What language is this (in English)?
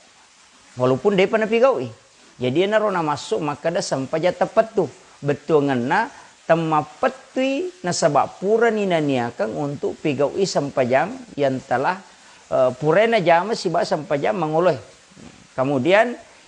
Buginese